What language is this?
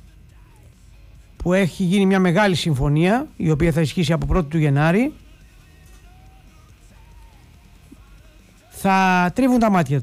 Greek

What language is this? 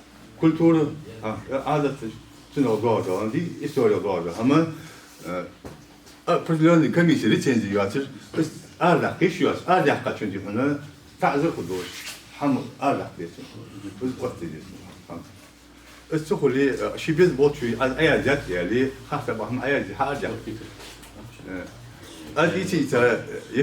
Ingush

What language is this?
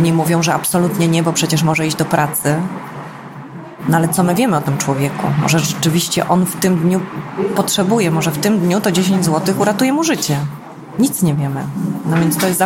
Polish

